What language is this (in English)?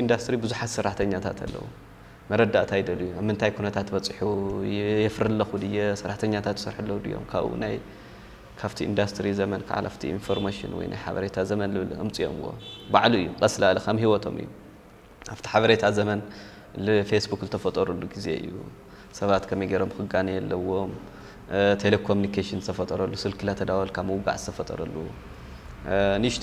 Tigrinya